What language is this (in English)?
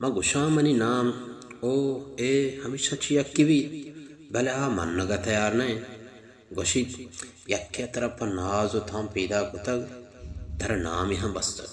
Baluchi